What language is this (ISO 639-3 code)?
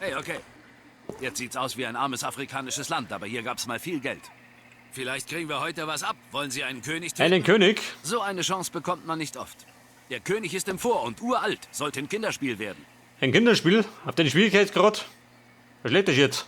bar